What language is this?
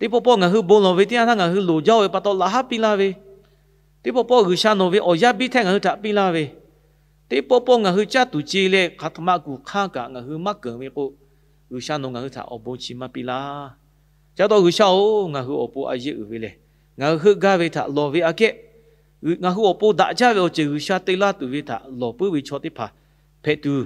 Lahu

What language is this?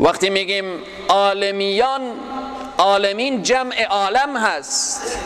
Persian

